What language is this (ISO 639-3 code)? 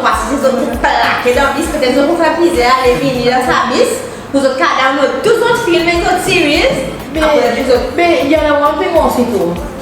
crs